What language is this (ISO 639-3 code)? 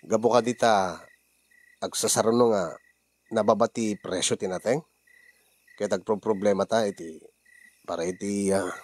ilo